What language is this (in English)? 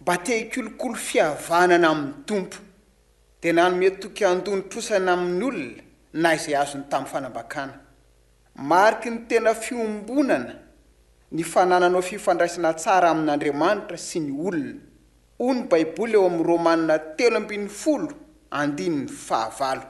Malagasy